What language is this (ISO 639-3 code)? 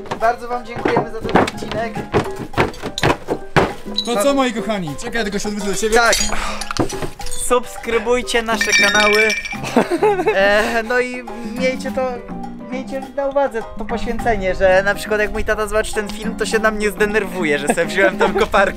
pol